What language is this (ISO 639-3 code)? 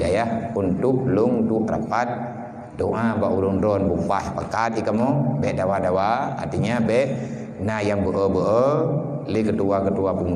ace